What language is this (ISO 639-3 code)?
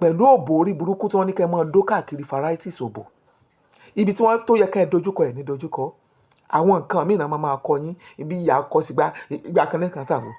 yor